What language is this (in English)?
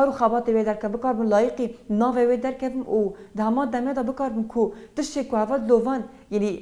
Kurdish